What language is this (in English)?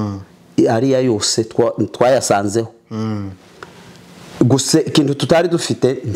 Kinyarwanda